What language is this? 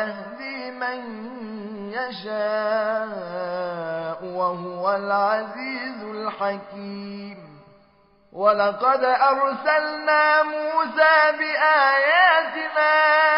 Arabic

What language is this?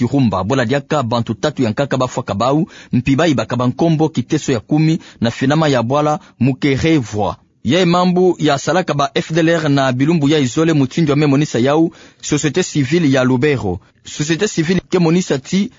Kituba (Democratic Republic of Congo)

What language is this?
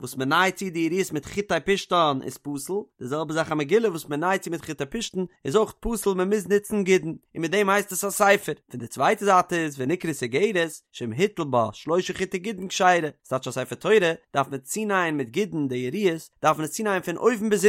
Yiddish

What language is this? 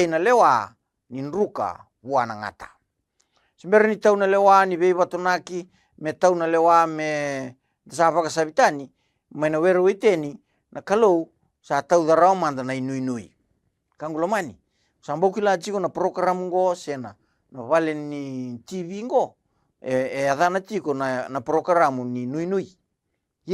Fijian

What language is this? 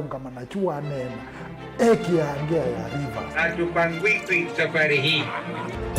Kamba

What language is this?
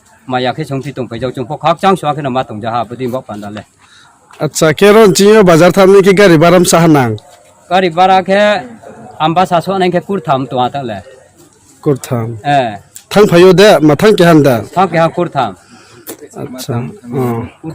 Riang (India)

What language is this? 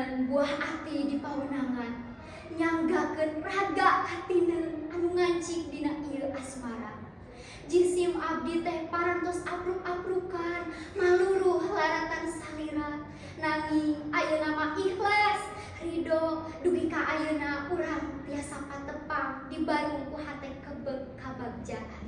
Sundanese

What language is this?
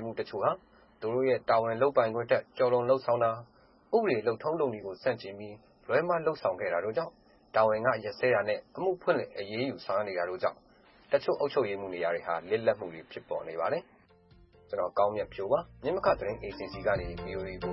Burmese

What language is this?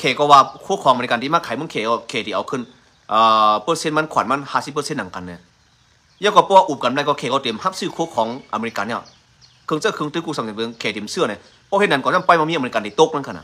Shan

